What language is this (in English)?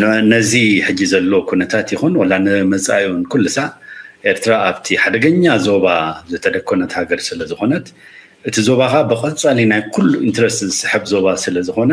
Tigrinya